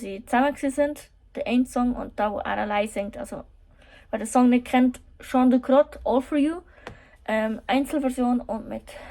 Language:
Swiss German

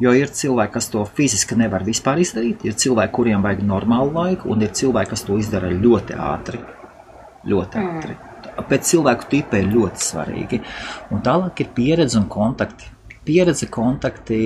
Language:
Latvian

